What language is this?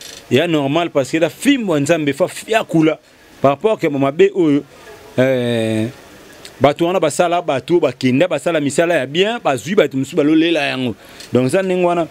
Lingala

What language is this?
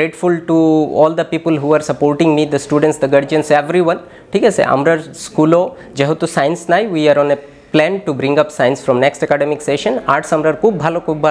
Sylheti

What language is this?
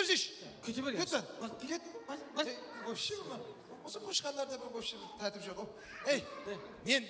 Kara-Kalpak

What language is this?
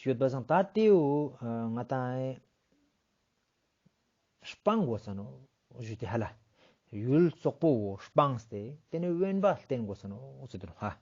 Ladakhi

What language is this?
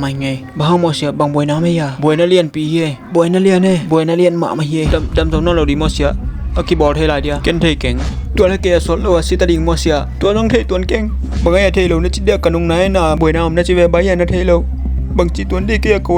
Tedim Chin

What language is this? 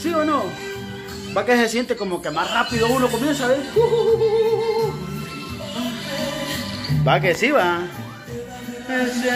Spanish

